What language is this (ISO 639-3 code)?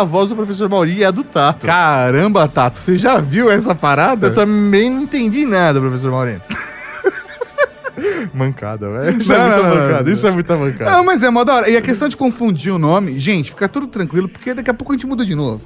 por